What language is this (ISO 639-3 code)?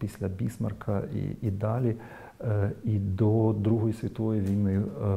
ukr